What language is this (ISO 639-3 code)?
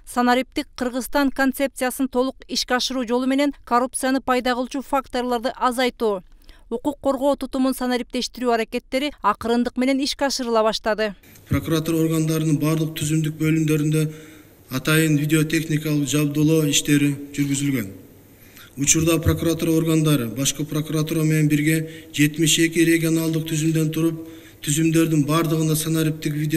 kir